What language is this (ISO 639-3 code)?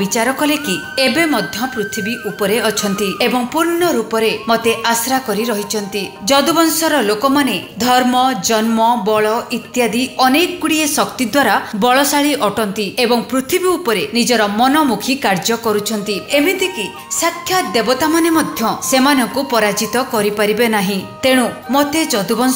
ori